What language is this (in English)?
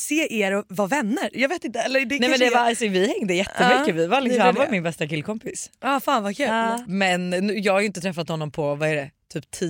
Swedish